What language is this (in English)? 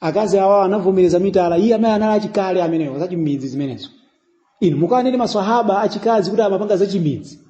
Nyanja